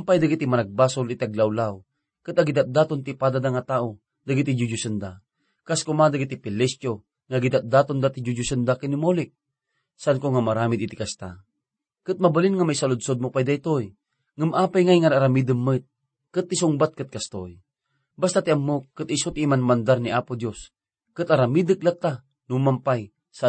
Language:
Iloko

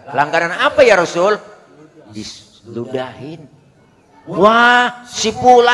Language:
Betawi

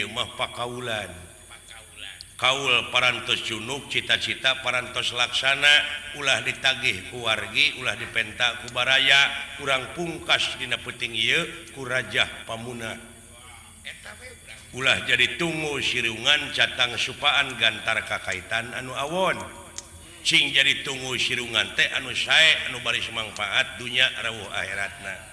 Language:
Sundanese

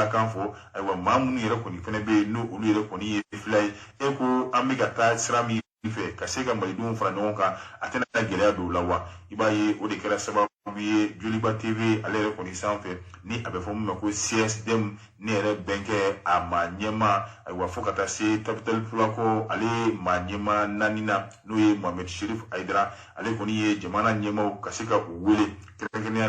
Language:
Bambara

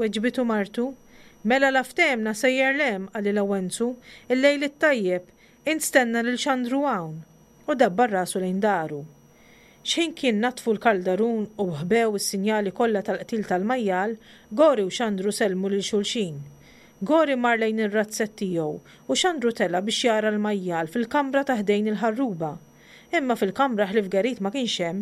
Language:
Maltese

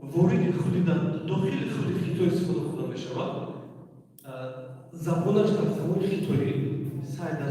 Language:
Tajik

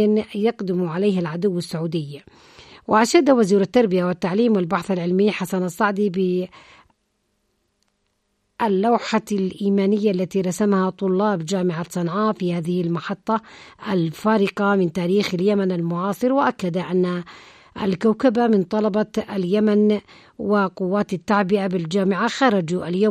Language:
Arabic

